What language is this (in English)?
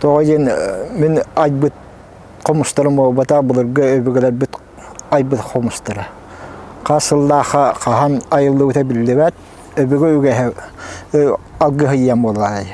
Yakut